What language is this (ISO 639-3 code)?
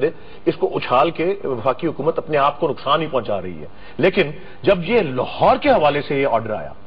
urd